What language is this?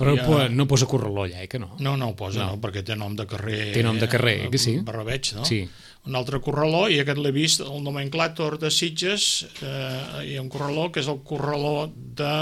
Catalan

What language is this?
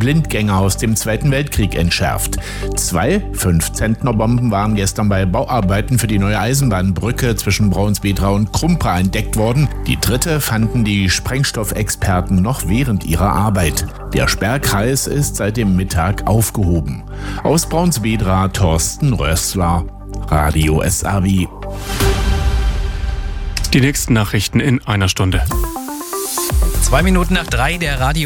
German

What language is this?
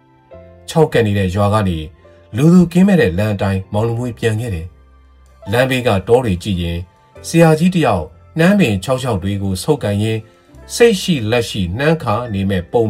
Burmese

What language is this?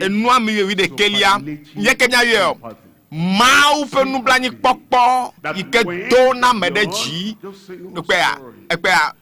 Ewe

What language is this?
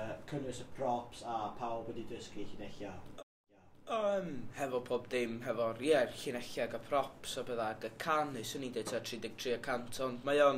Welsh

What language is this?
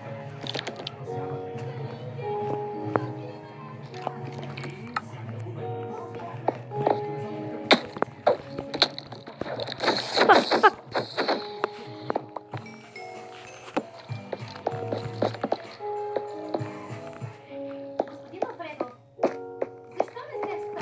Bulgarian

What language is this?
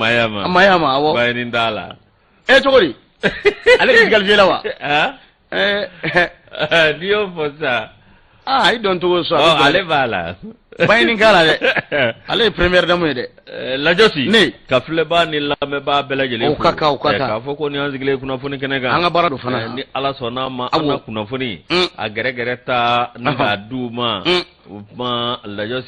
Bambara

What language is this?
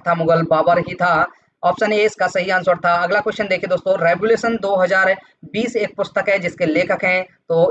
Hindi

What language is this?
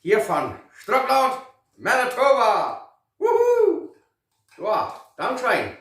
Plautdietsch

